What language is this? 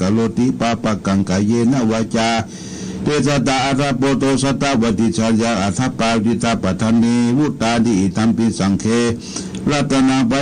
Pali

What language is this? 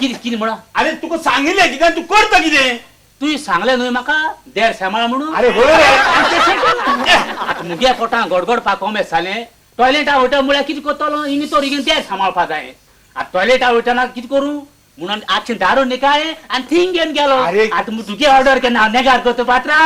Konkani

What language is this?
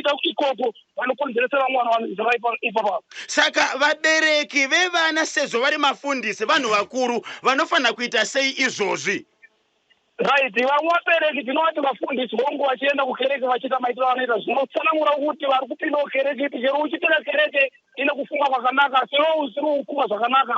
Shona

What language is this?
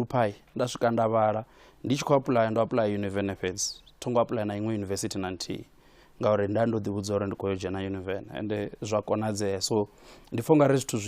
Venda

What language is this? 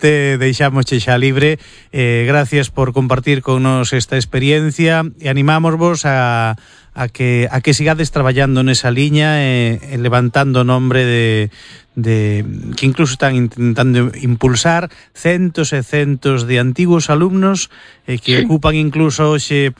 Galician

